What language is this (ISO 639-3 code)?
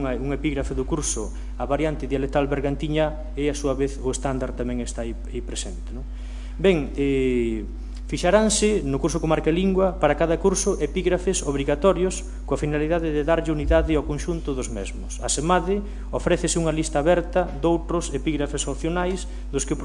glg